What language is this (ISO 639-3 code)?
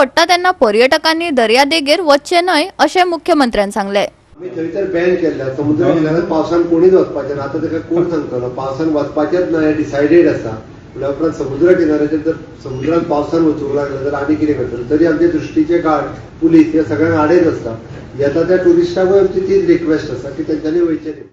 kok